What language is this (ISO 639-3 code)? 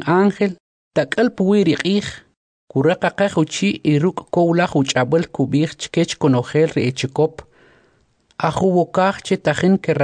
quc